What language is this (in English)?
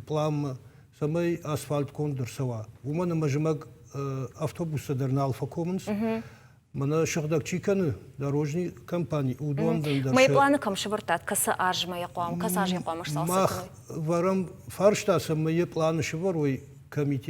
Ossetic